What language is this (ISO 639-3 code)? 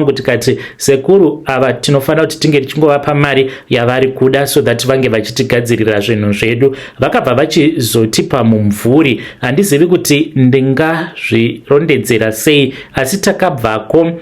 sna